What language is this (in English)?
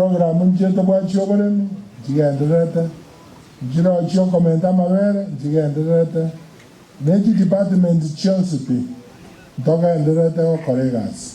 Gusii